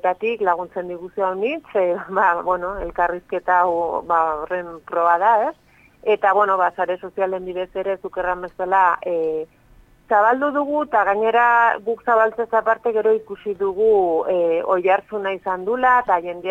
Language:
Basque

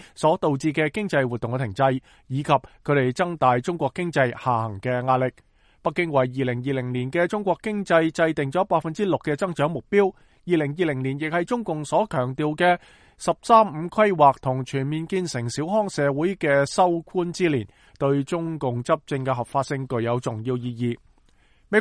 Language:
Cantonese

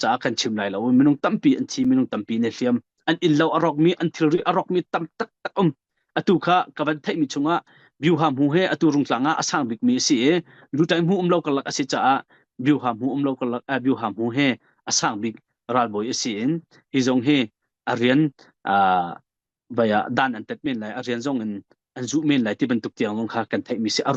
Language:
Hakha Chin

